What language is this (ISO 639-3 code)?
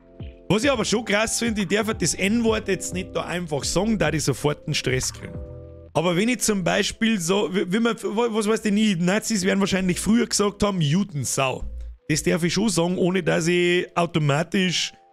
bar